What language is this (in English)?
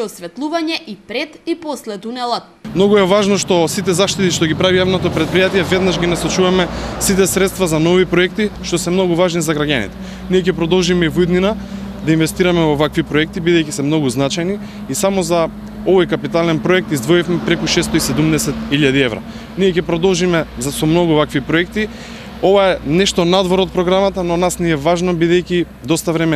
Macedonian